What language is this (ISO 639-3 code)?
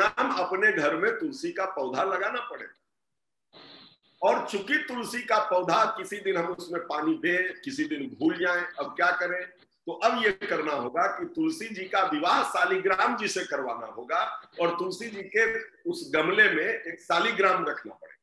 hin